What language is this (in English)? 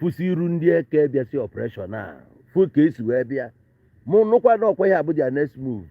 Igbo